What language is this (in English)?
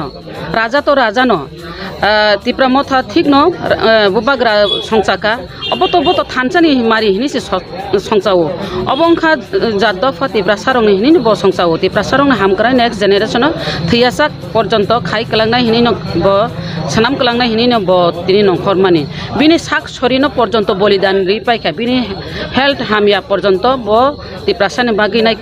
Kok Borok